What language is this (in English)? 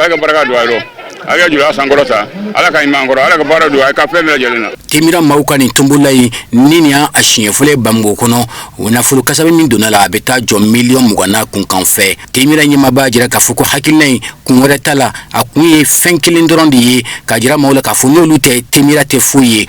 Bambara